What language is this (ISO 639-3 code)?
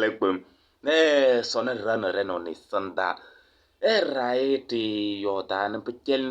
kbp